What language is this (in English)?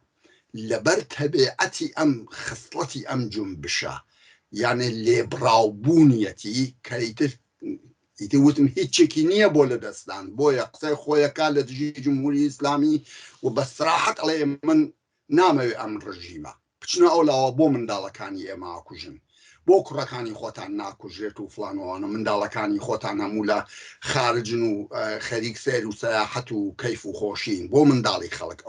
Central Kurdish